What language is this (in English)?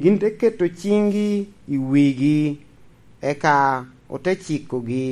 Lango (Uganda)